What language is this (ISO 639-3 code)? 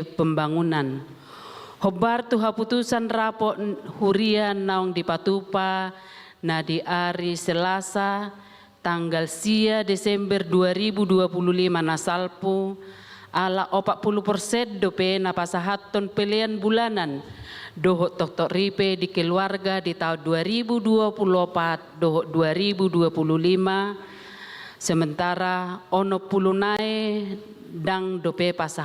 bbc